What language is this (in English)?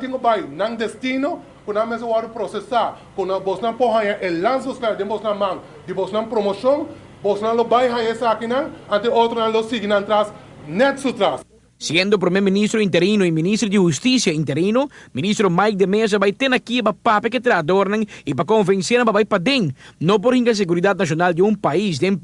Papiamento